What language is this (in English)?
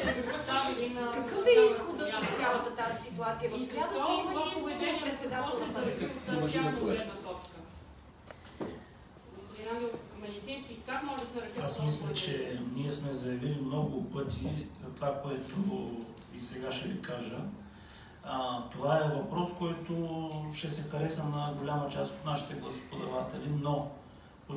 Bulgarian